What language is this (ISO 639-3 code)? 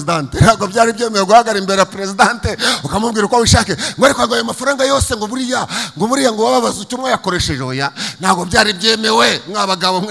kin